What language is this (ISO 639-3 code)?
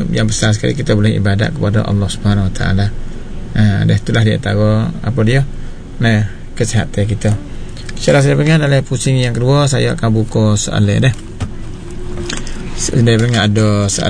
msa